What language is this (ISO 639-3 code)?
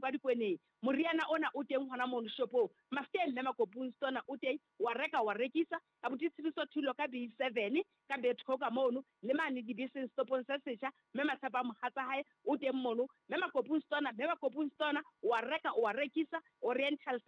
sot